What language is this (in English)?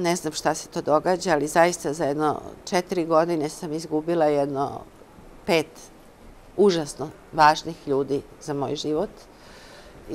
Serbian